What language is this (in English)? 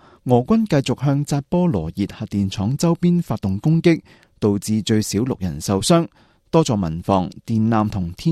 Cantonese